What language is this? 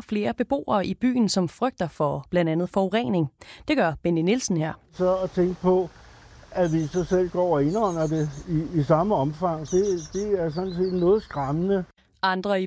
Danish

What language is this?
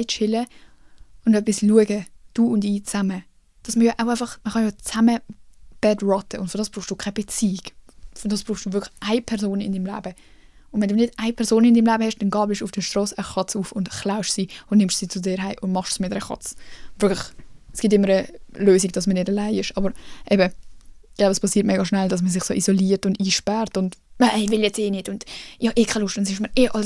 Swiss German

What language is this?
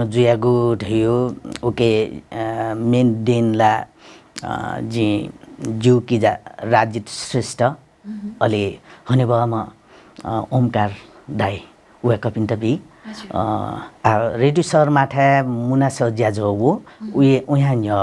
Newari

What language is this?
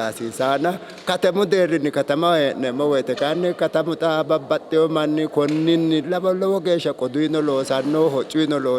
Sidamo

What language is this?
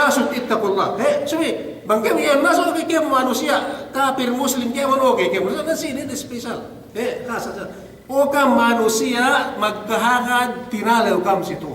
Yakan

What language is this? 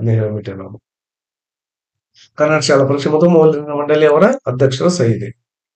Kannada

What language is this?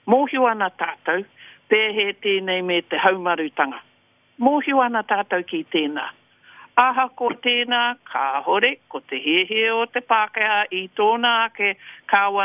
Māori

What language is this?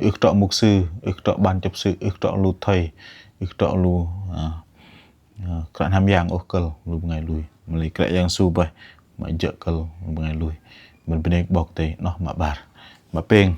Bahnar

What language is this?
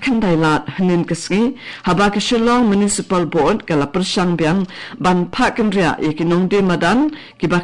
Khasi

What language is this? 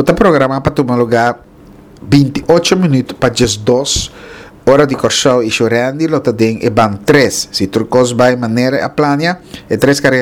Papiamento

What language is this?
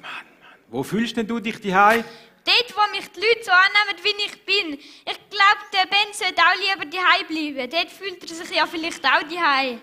Swiss German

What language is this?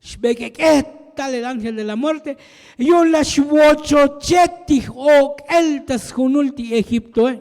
Tzotzil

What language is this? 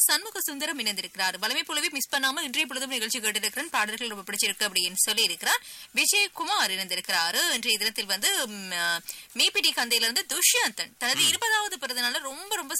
Tamil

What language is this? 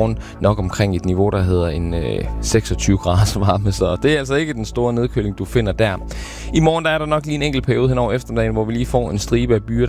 Danish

